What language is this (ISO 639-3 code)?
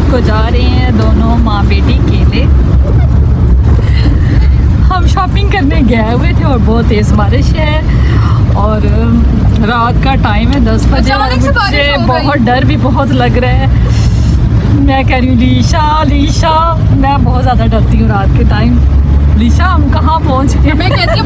hin